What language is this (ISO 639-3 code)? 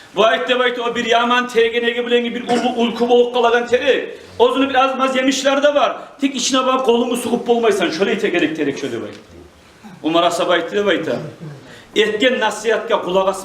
kum